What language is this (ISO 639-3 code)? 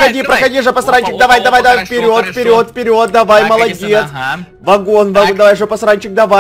rus